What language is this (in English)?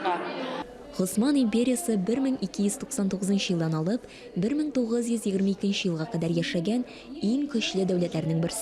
Tatar